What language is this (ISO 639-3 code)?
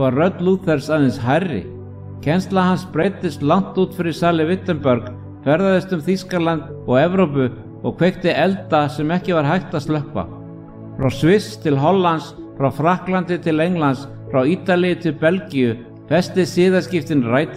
isl